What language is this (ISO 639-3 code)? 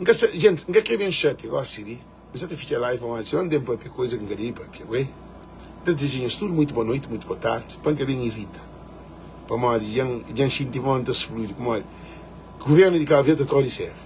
kea